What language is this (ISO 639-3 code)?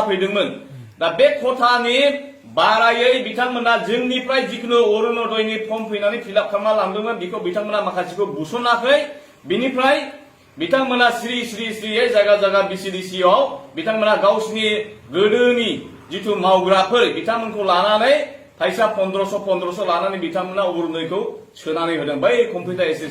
brx